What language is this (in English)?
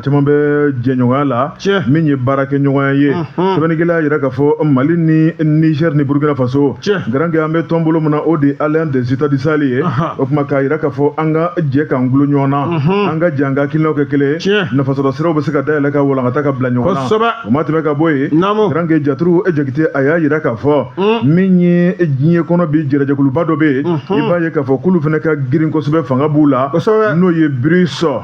Bambara